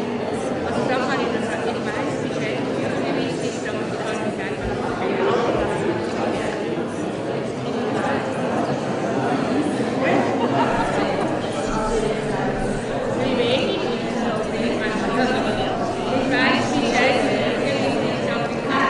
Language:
German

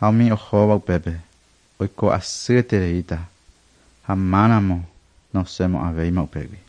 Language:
Guarani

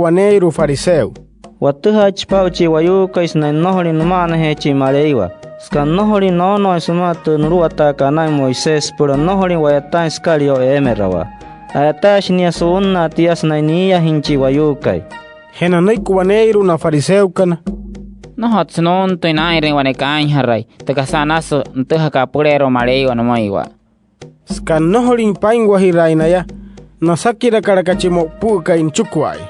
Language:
Wayuu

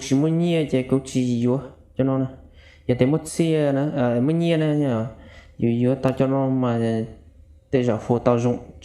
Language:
Hmong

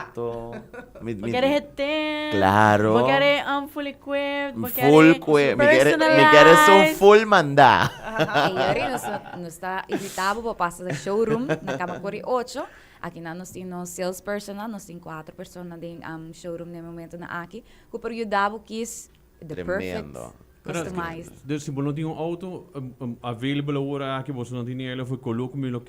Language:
Papiamento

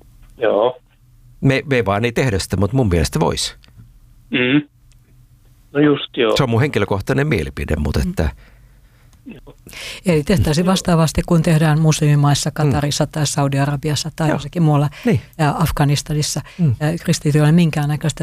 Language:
Finnish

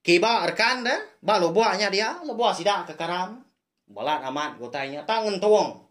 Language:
Iban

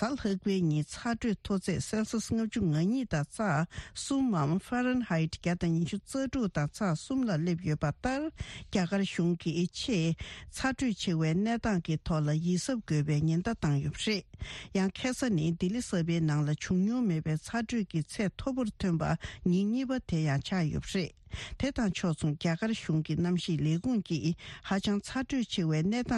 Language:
Tibetan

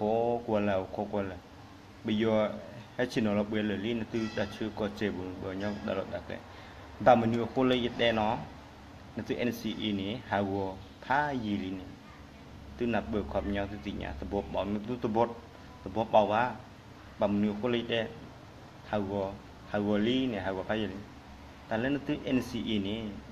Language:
S'gaw Karen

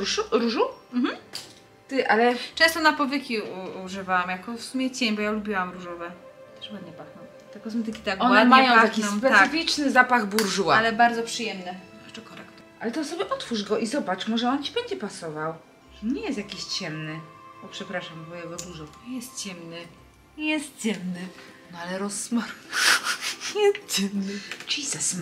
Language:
Polish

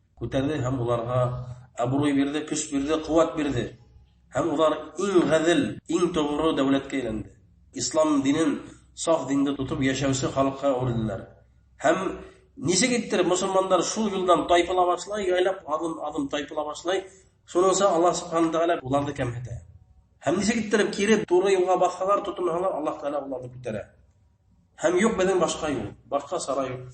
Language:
Bashkir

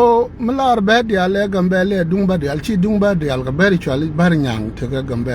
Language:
Nuer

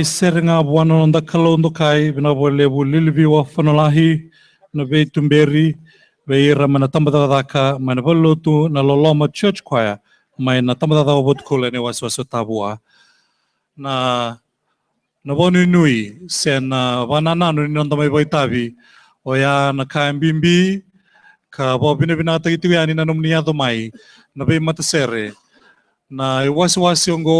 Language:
Fijian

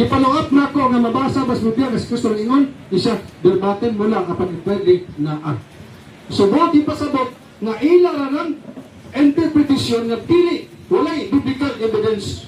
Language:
Cebuano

